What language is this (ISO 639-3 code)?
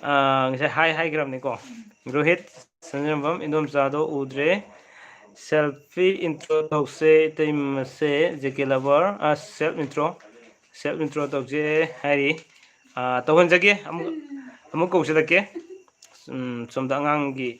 mni